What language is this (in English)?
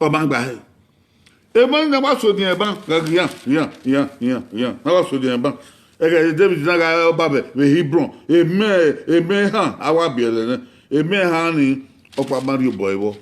Bini